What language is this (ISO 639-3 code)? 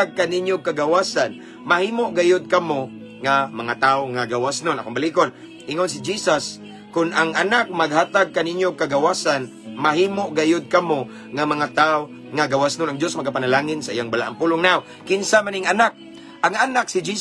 ceb